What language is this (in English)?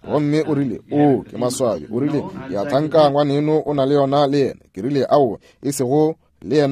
Northern Sotho